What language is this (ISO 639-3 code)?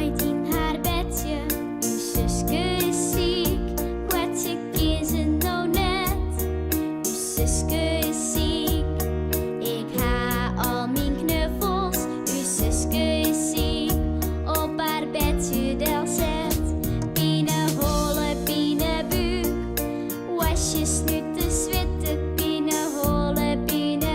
fry